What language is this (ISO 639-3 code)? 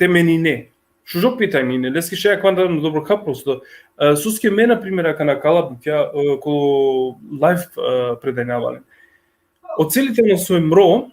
rmn